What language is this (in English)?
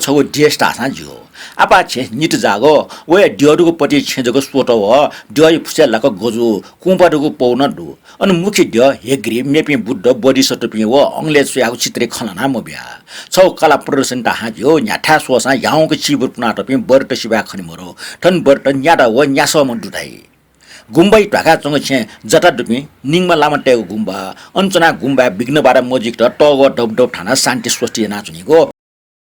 Newari